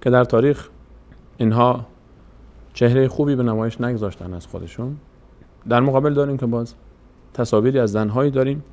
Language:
Persian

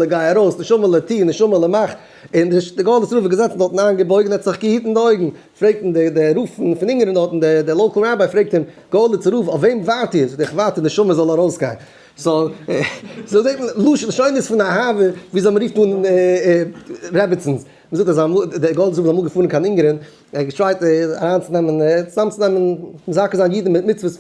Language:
Yiddish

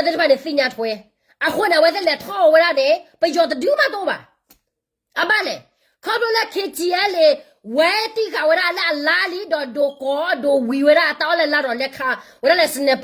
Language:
S'gaw Karen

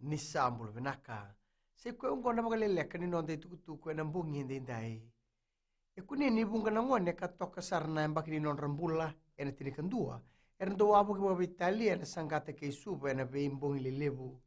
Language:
Fijian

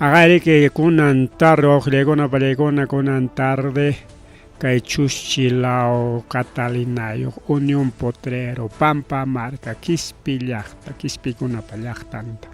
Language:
Ayacucho Quechua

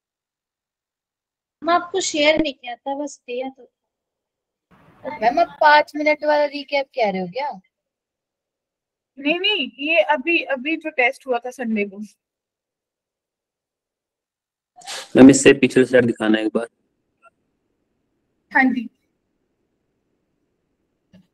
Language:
Hindi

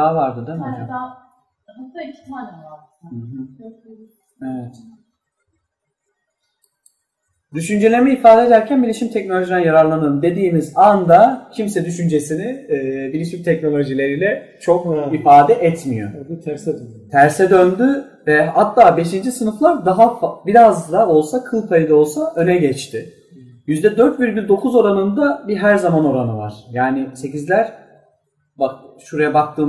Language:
Turkish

